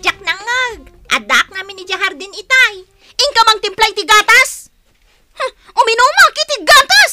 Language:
Iloko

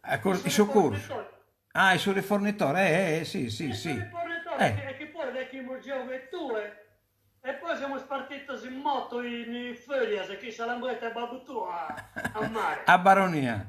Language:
Sardinian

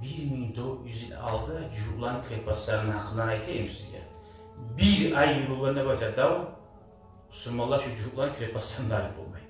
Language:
Kumyk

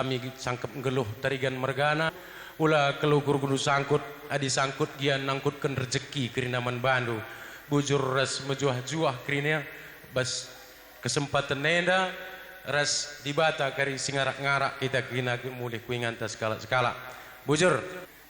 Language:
Batak Karo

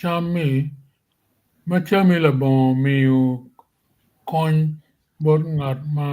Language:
Acoli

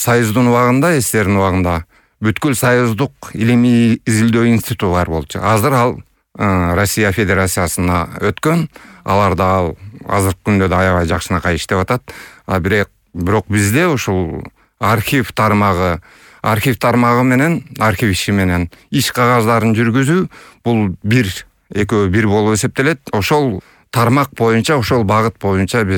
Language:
Kyrgyz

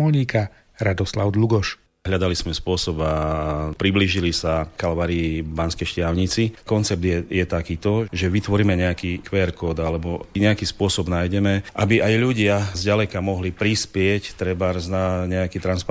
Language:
Slovak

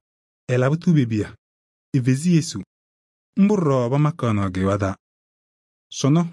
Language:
Kabiyè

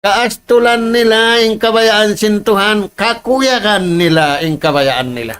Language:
Tausug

